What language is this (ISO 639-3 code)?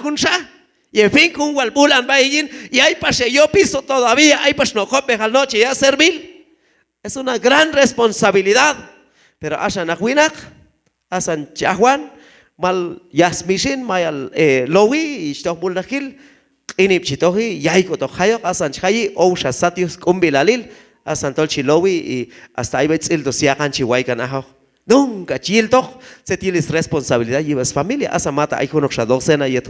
kjb